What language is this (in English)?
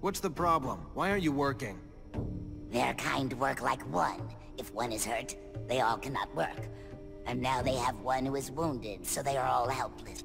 Bavarian